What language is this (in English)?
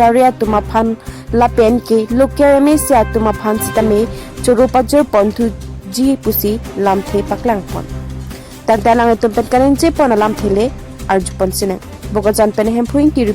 Karbi